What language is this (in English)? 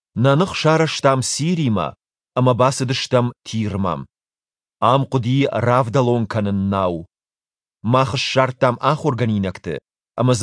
Ossetic